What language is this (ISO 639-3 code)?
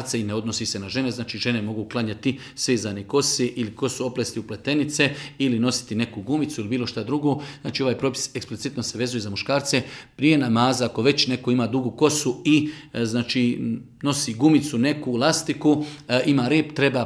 bos